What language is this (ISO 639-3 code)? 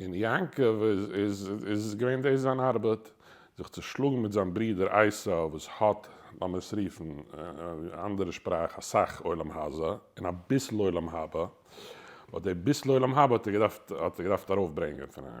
yid